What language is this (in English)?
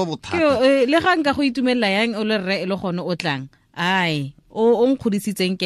Tswana